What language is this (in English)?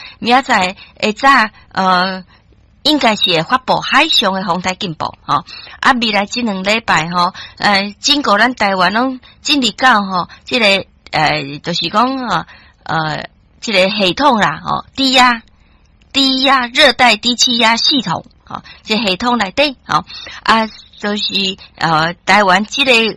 Min Nan Chinese